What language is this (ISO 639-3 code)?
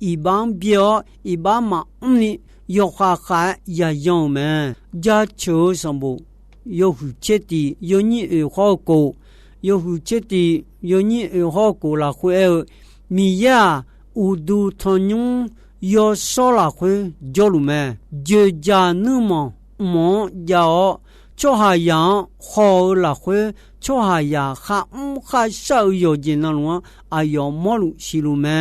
ahk